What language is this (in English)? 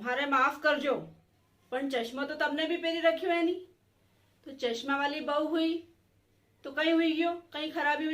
Rajasthani